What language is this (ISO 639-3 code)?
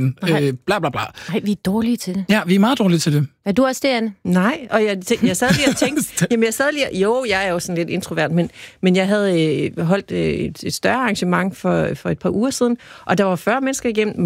dan